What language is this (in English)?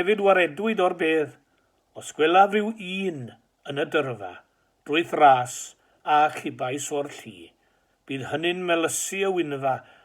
Welsh